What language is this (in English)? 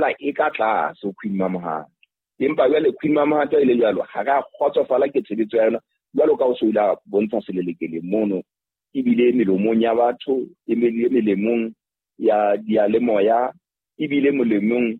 Southern Sotho